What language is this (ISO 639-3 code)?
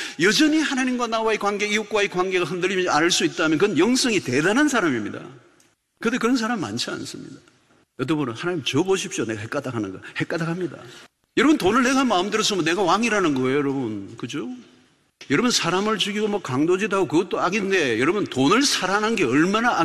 kor